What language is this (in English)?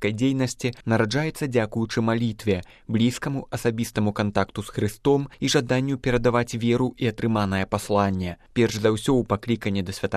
Belarusian